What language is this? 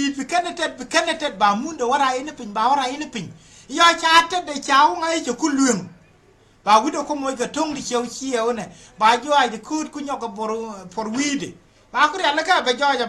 Nuer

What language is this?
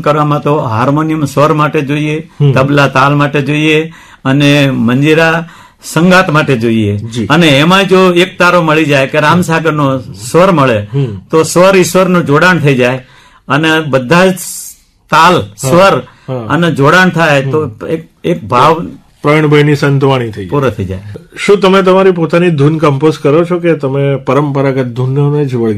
Gujarati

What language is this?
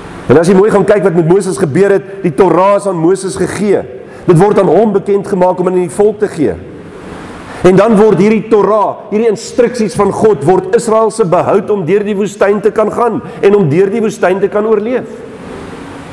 Afrikaans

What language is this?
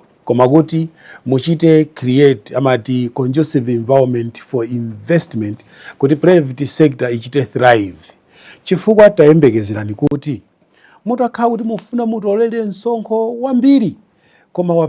Nyanja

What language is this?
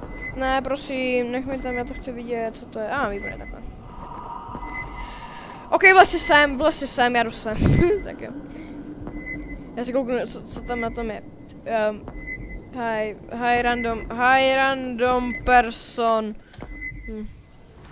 Czech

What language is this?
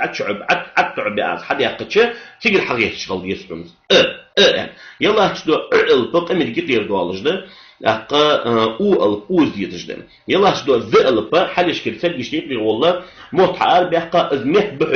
Ingush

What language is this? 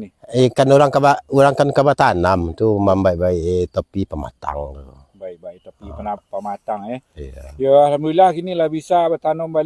Minangkabau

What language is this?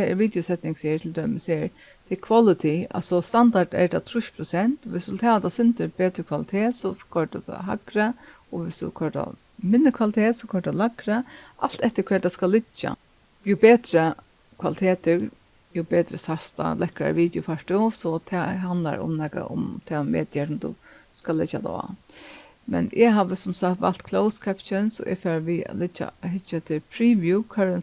Faroese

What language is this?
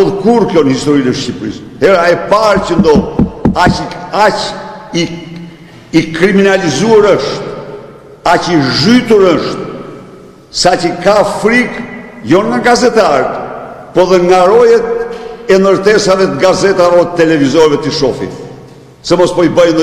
Albanian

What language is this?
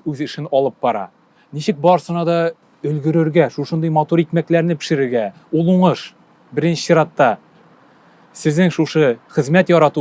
Tatar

